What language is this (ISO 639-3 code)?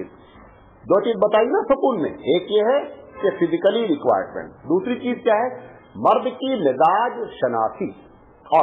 urd